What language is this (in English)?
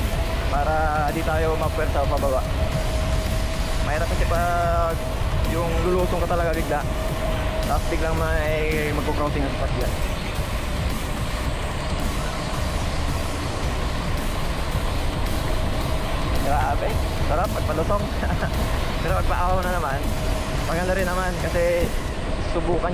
Filipino